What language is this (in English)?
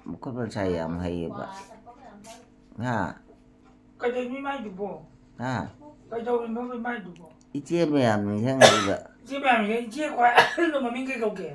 Manipuri